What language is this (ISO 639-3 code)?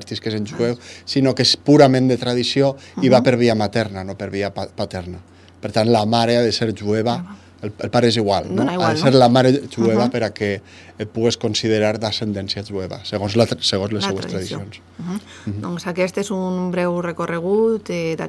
cat